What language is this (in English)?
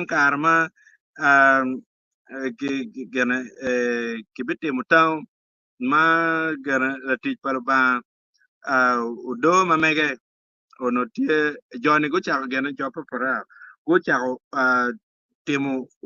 Acoli